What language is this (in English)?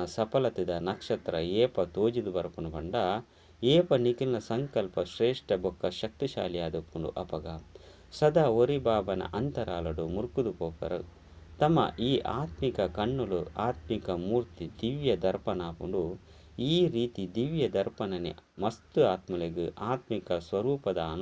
Tulu